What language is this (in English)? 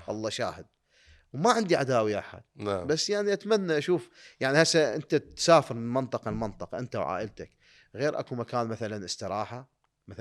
Mesopotamian Arabic